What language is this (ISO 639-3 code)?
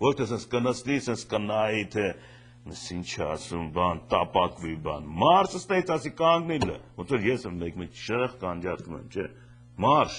hye